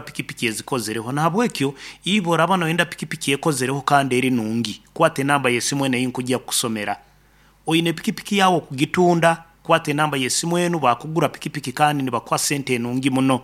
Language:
Nyoro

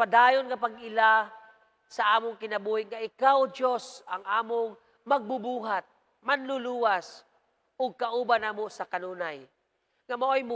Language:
Cebuano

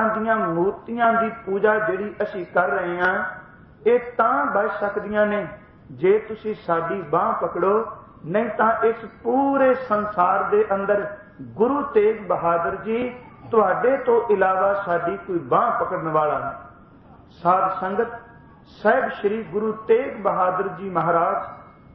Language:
Punjabi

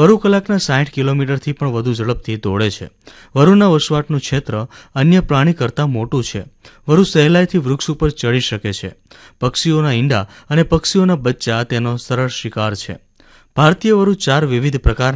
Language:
Gujarati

